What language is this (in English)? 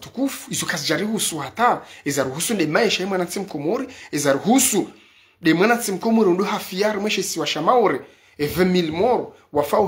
Ngazidja Comorian